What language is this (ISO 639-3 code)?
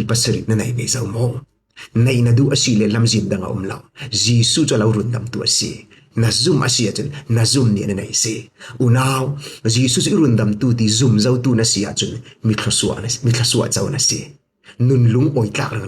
cfm